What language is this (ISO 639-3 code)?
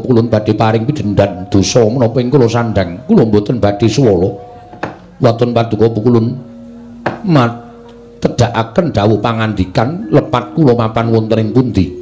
jav